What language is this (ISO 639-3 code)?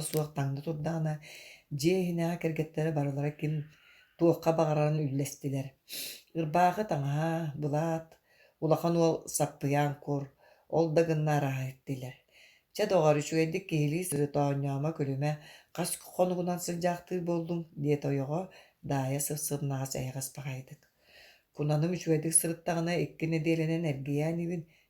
sah